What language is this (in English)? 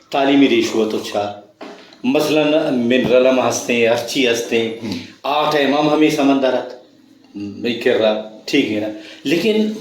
Brahui